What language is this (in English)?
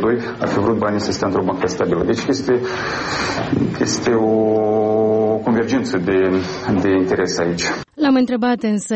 Romanian